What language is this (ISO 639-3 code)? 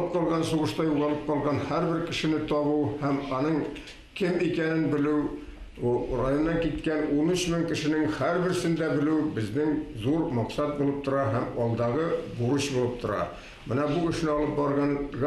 bak